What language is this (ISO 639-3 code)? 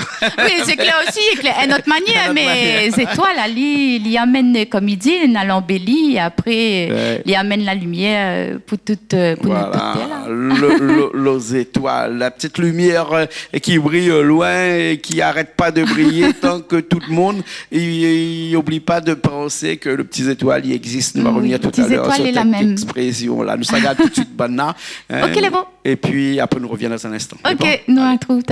rcf